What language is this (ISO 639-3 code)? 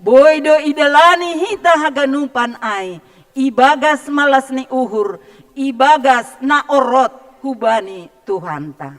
bts